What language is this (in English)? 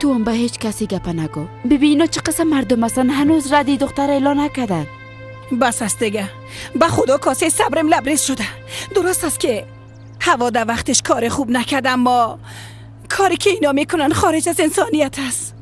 Persian